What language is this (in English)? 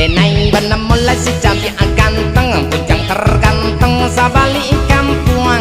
Minangkabau